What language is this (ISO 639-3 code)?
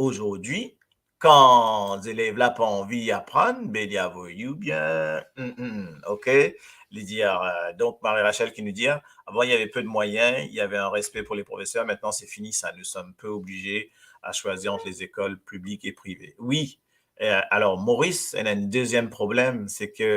mfe